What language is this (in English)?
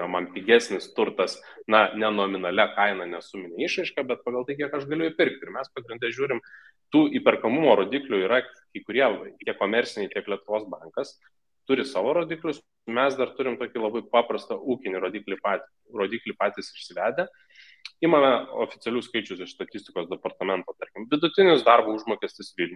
Lithuanian